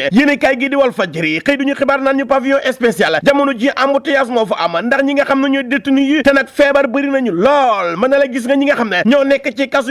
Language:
Wolof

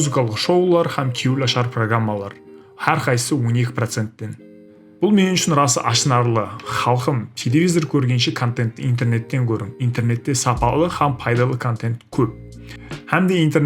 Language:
Kara-Kalpak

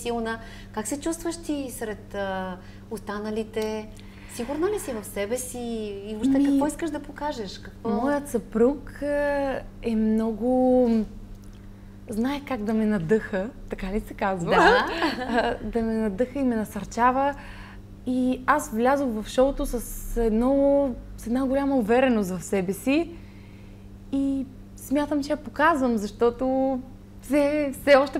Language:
Bulgarian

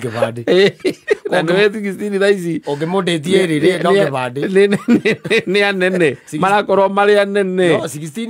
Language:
Kikuyu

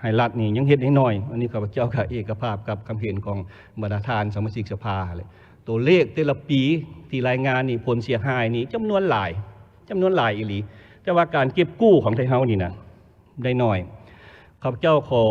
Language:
Lao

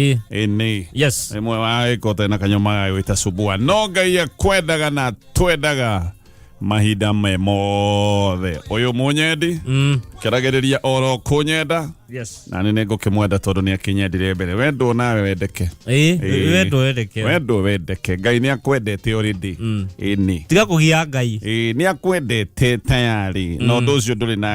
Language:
Kikuyu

